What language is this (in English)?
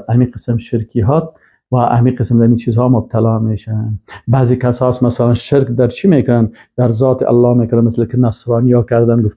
Persian